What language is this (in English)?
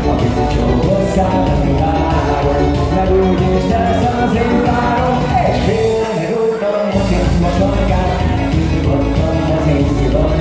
Hungarian